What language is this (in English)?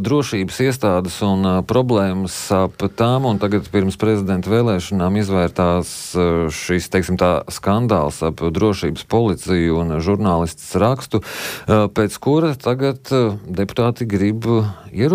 Latvian